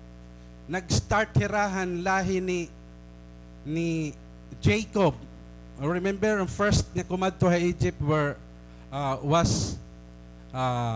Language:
Waray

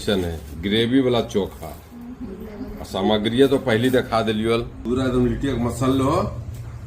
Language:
Magahi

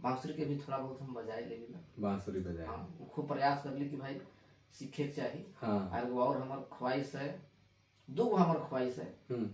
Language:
Sadri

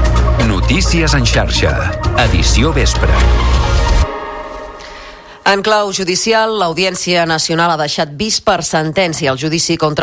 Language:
Catalan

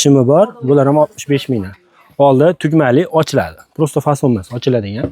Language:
Uzbek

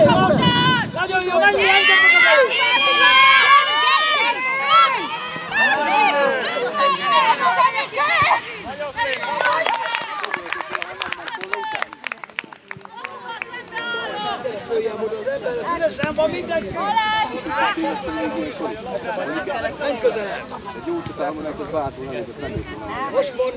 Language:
Hungarian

